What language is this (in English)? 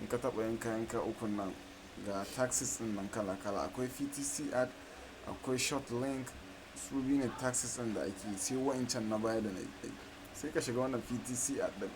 Hausa